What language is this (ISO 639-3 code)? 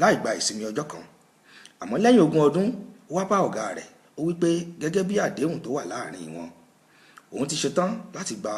yor